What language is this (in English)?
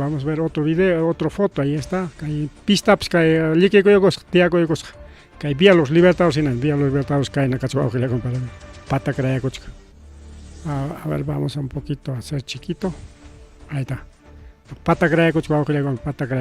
Ayacucho Quechua